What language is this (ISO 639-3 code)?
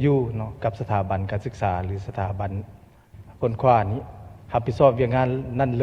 lao